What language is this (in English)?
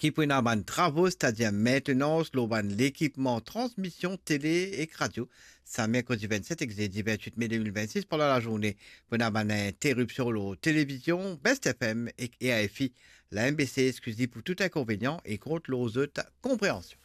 Morisyen